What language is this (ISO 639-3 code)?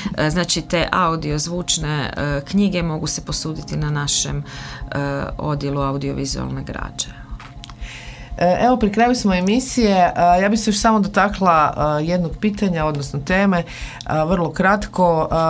hrv